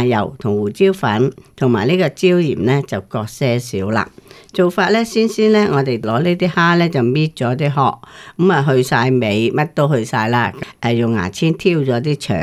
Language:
Cantonese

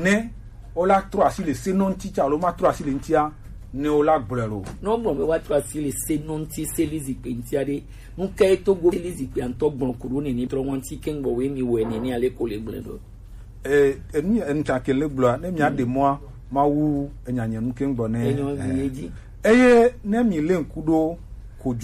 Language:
Gen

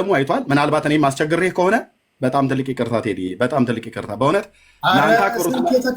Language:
Amharic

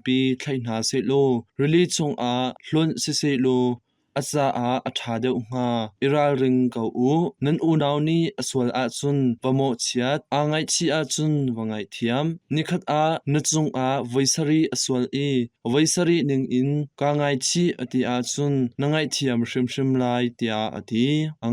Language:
Hakha Chin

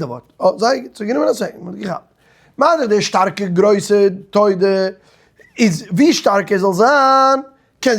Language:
Yiddish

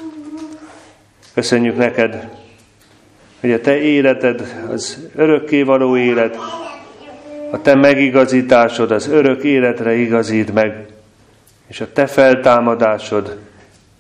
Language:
Hungarian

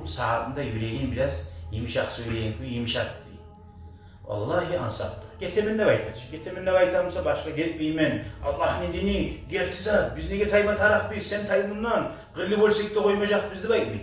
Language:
Kumyk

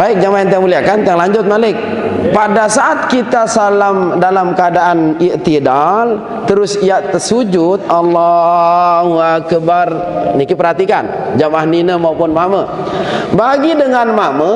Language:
Sasak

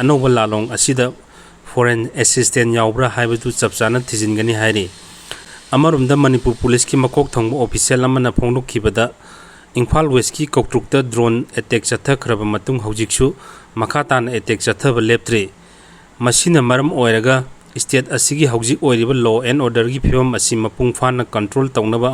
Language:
Manipuri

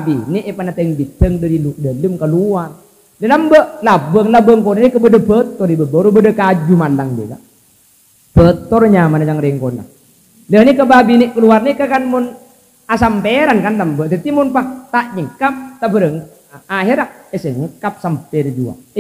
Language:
Madurese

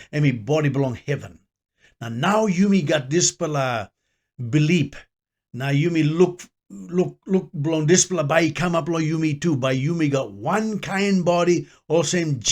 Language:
Tok Pisin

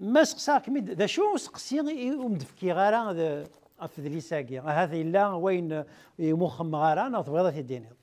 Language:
Kabyle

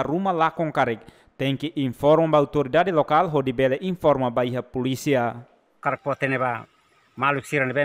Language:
Tetum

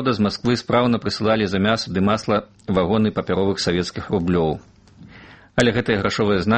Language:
Belarusian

